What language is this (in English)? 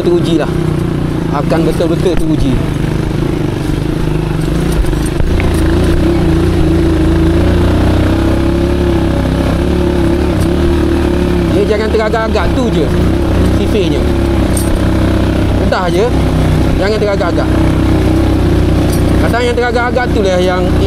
Malay